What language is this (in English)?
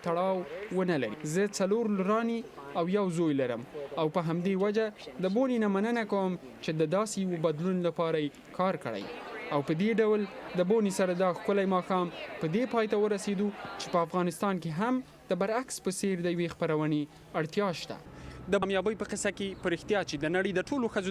Pashto